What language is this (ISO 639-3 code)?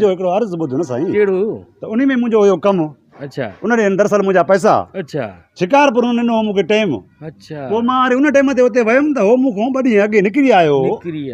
snd